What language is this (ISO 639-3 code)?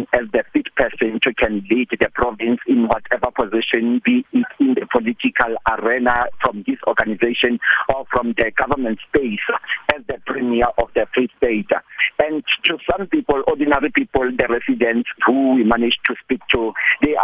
eng